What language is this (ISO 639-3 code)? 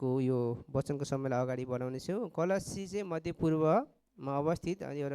nep